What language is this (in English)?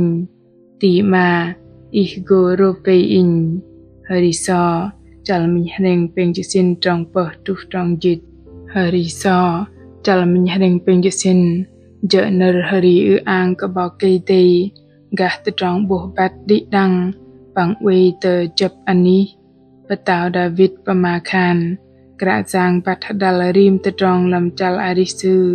Bahnar